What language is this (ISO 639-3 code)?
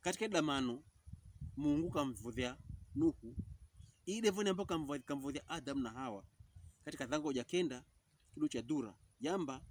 pkb